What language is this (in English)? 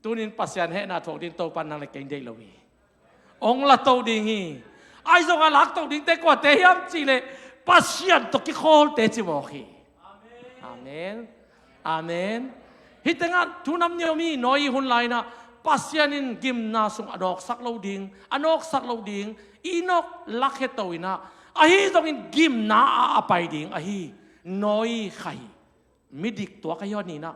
Tedim Chin